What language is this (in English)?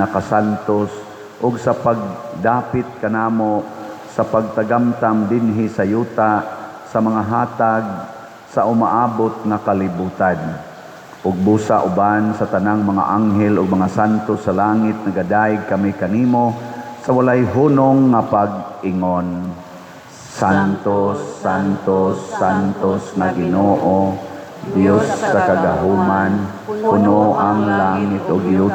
Cebuano